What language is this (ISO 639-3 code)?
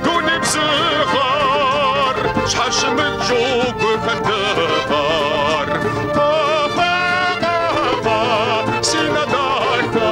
kbd